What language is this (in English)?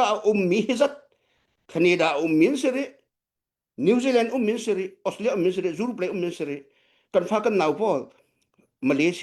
Hakha Chin